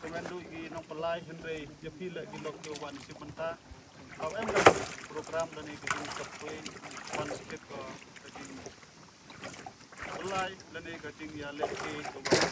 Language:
Khasi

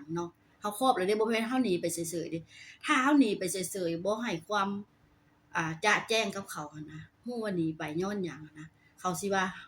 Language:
Lao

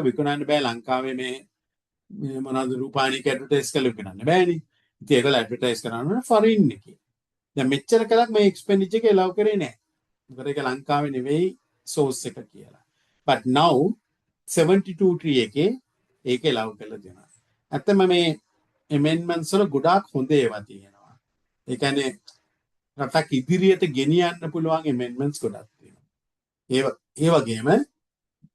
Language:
Sinhala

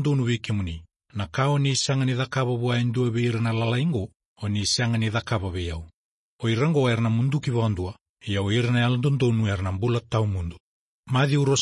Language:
Fijian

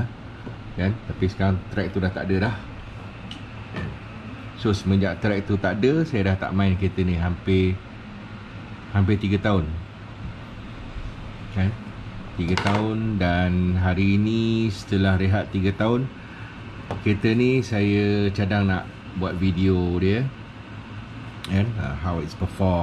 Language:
Malay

